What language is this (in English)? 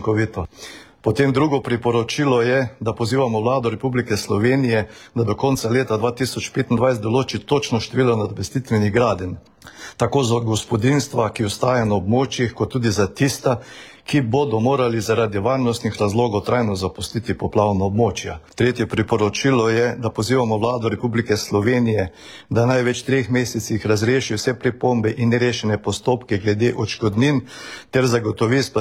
Slovenian